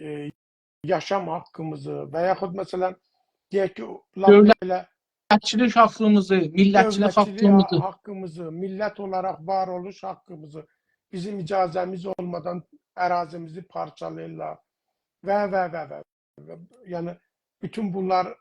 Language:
South Azerbaijani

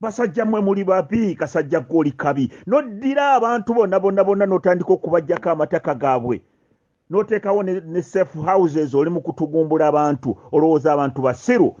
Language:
Ganda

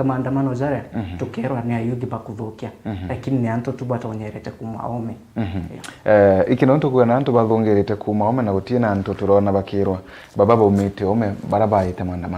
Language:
Meru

